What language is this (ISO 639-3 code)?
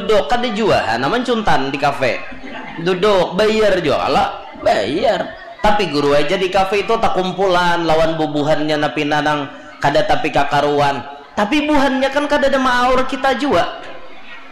bjn